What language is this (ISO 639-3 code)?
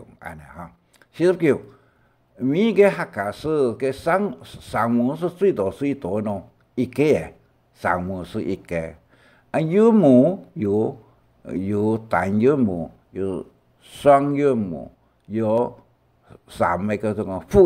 hak